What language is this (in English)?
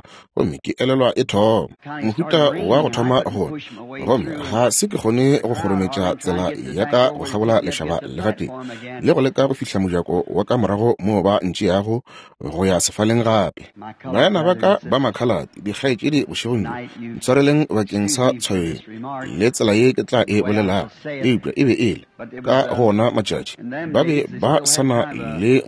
Northern Sotho